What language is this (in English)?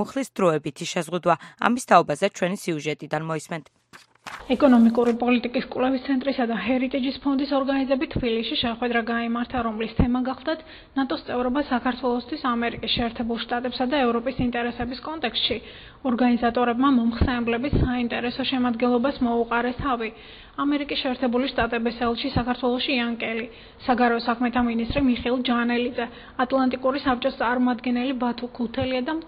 Georgian